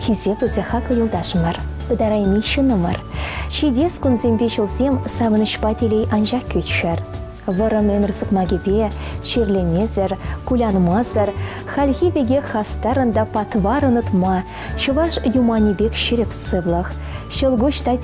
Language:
Chuvash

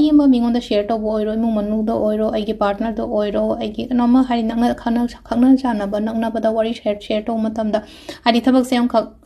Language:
Manipuri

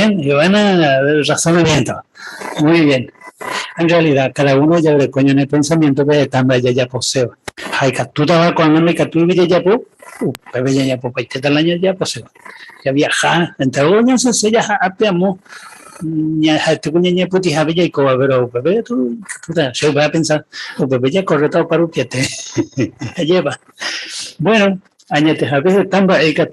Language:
Guarani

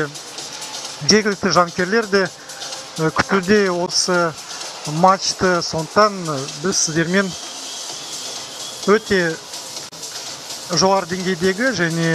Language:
Kazakh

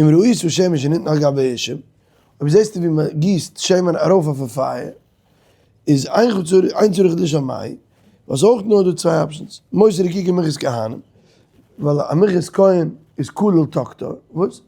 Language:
Yiddish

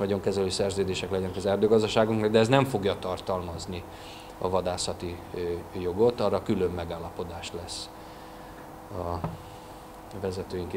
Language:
Hungarian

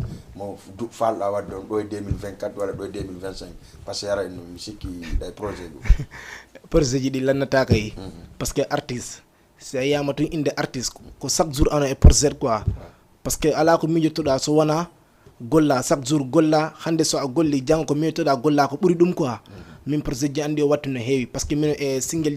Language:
Fula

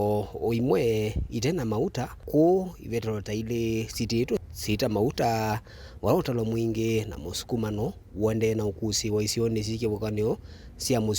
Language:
Kamba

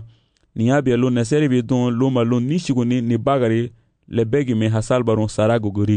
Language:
Garifuna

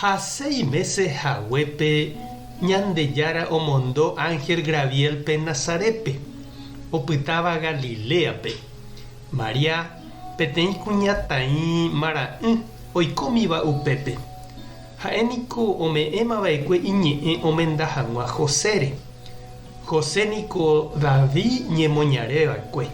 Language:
Guarani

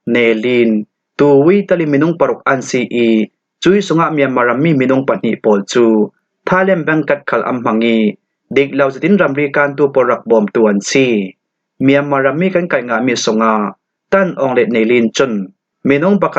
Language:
Falam Chin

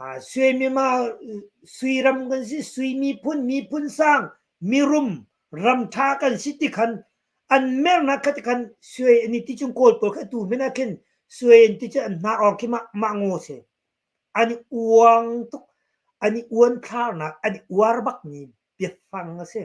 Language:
Hakha Chin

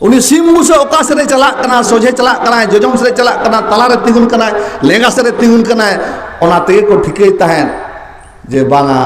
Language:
Santali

